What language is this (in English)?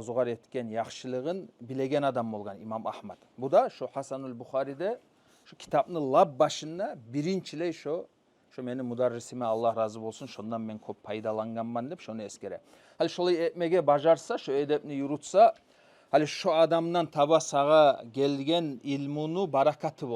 Kumyk